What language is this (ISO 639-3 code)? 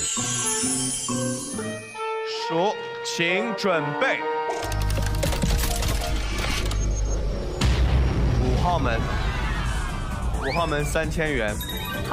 zho